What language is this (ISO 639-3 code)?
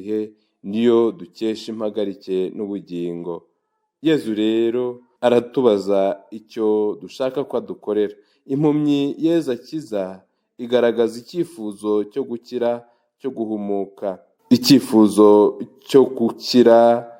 kin